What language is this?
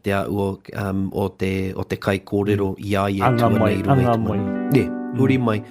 Māori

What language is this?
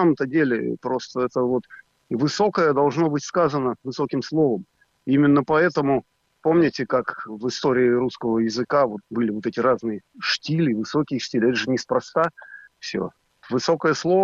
Russian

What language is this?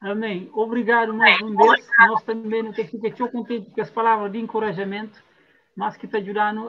Kabuverdianu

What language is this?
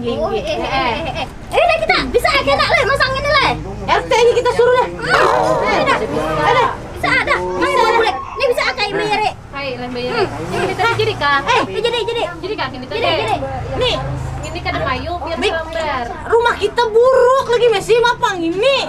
Banjar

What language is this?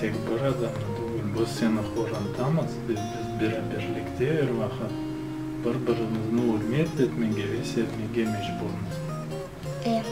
Crimean Tatar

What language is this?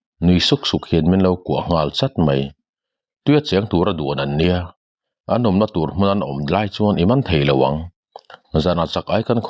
Mizo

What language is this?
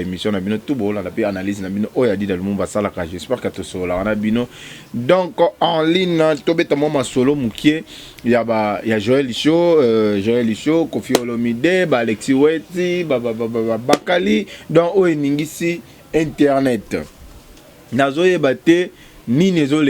Lingala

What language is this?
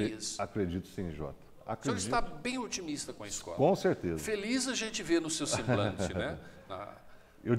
Portuguese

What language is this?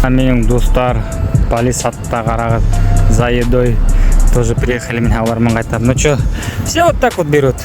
Bashkir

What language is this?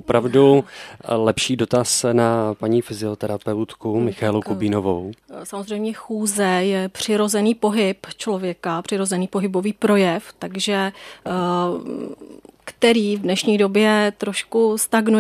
Czech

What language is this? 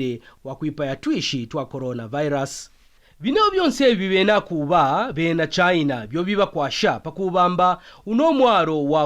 Kaonde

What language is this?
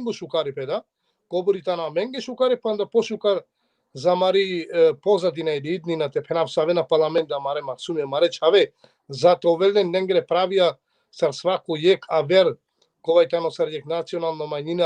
Balkan Romani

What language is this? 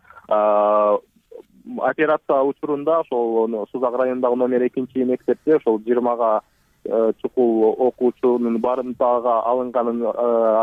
Kyrgyz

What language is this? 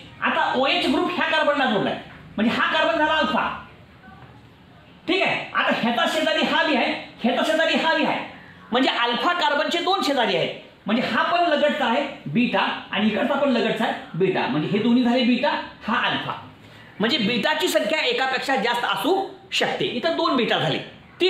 Marathi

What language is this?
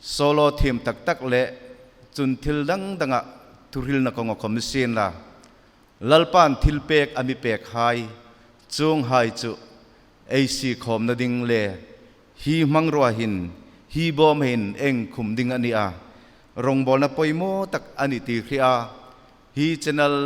Hmar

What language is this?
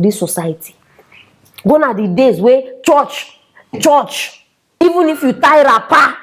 Nigerian Pidgin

